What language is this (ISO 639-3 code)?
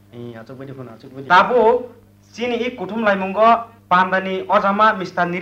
trp